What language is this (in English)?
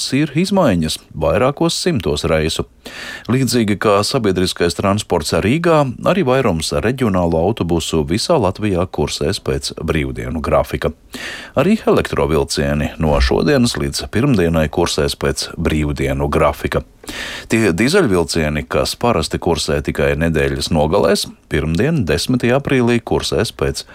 Latvian